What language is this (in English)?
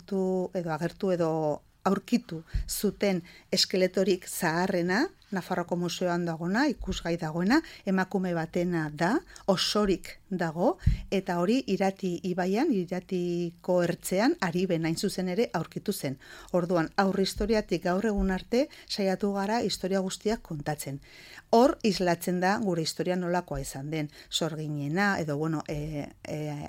Basque